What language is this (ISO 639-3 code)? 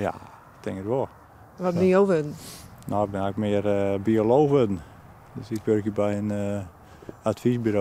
fry